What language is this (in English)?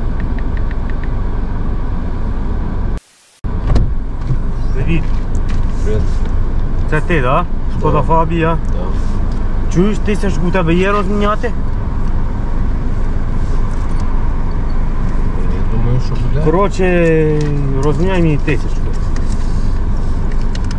Ukrainian